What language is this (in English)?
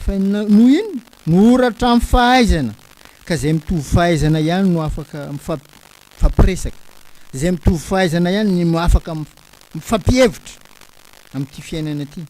Malagasy